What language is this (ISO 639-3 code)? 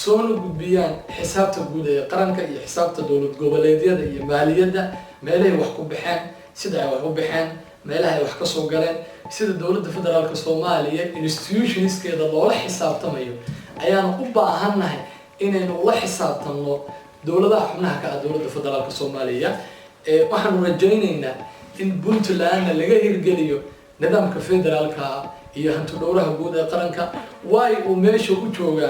som